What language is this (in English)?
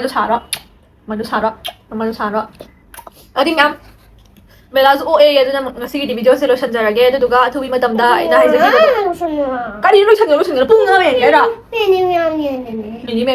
Manipuri